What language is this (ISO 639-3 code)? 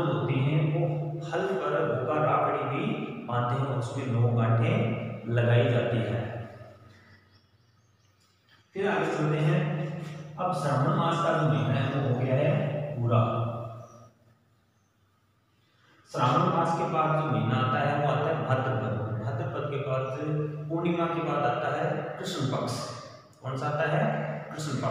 hin